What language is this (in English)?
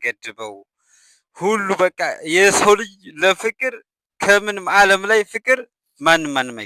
Amharic